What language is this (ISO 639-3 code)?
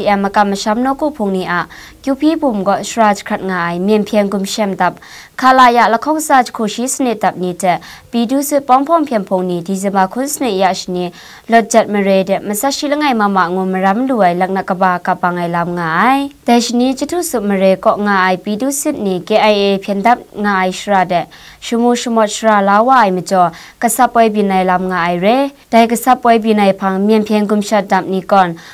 kac